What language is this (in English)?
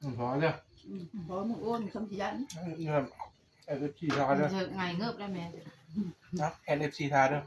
Northeastern Thai